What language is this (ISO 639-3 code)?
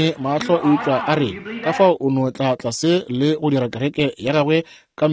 nso